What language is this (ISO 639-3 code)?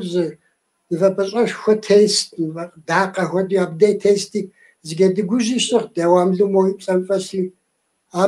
kbd